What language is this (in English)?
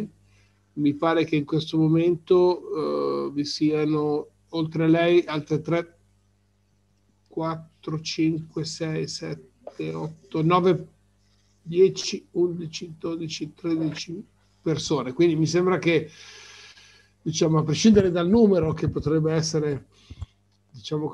Italian